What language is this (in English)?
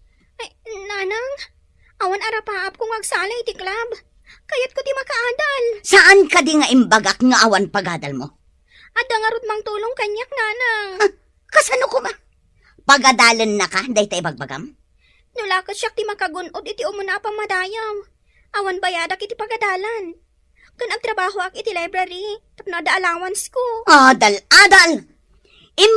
Iloko